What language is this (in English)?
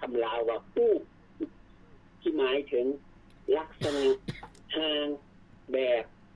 Lao